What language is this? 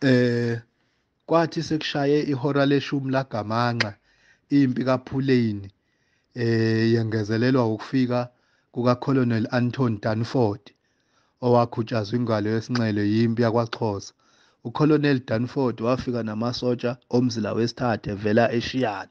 Zulu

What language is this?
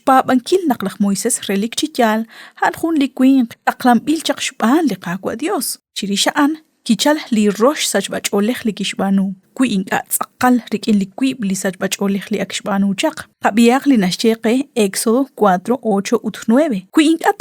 Kekchí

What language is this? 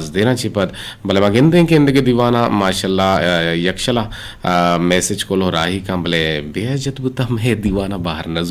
Eastern Balochi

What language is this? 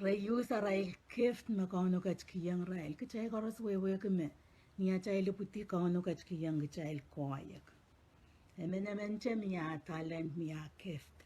Pohnpeian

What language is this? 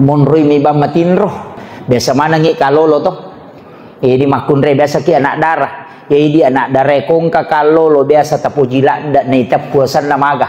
Buginese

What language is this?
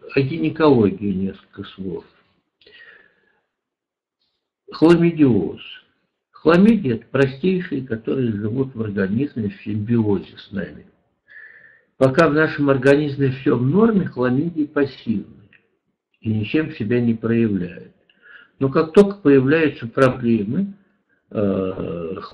Russian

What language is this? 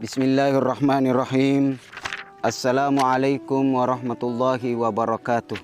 Buginese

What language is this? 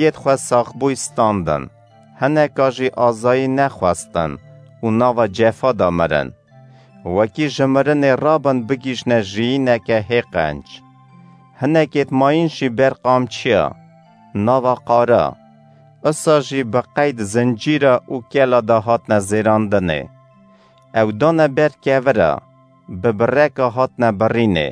Kurdish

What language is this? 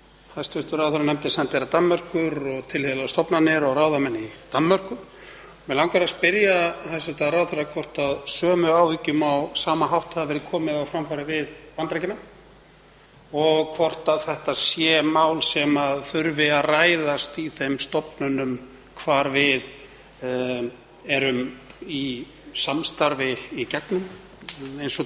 Icelandic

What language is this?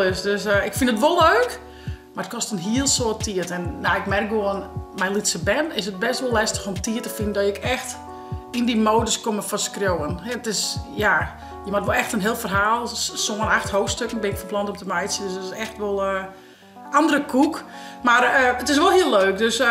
Western Frisian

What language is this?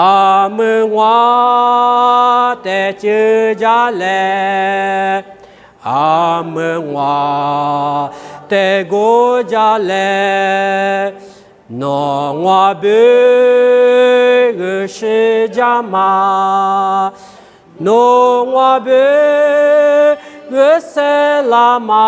Lisu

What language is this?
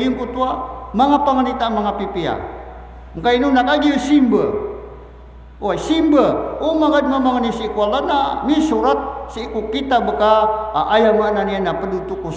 Maranao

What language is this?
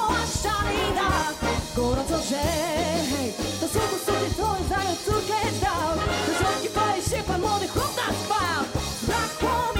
Polish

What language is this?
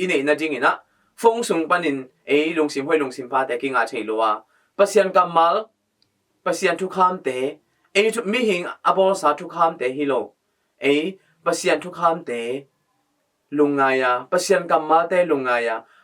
Tedim Chin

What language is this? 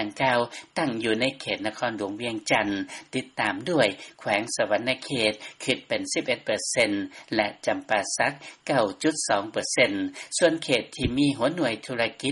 Lao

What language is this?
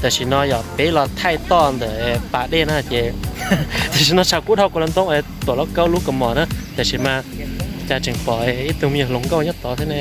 Hmong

